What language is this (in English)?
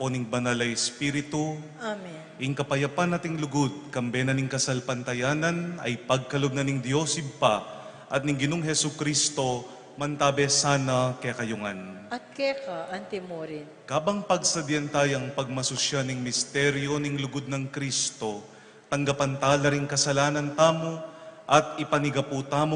Pampanga